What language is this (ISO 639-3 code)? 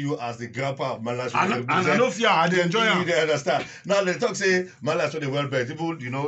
pcm